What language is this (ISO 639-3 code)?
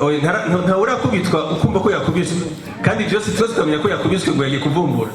run